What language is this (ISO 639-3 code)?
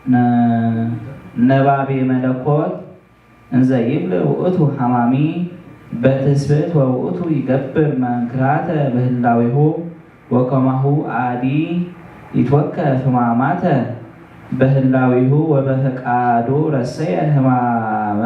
gez